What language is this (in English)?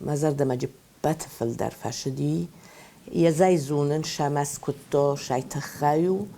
Ossetic